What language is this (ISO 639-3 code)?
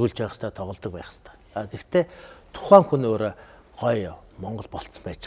mon